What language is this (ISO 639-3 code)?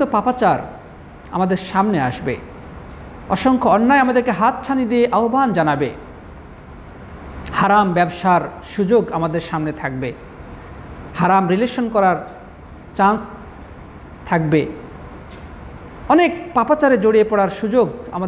ben